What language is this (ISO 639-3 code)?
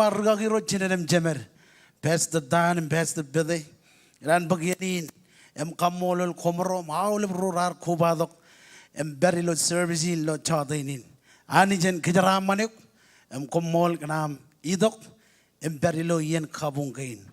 mah